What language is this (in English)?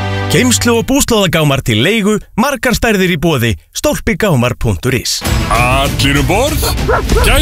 Icelandic